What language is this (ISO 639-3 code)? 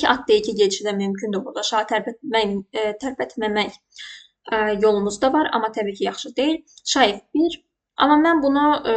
aze